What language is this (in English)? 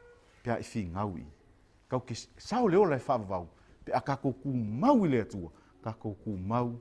Samoan